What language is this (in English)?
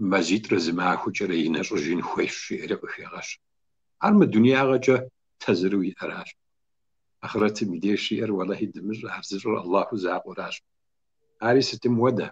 Kabardian